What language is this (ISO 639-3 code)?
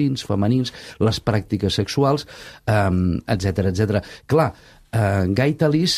cat